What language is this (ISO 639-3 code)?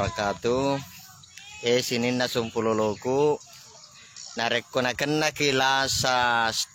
bug